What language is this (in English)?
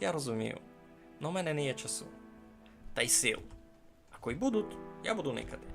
Rusyn